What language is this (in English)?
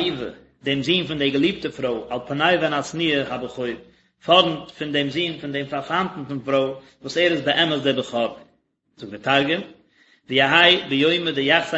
Yiddish